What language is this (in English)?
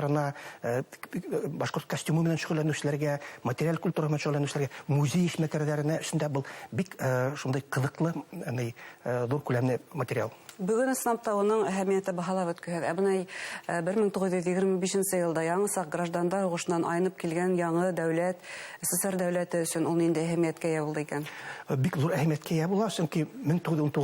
Bashkir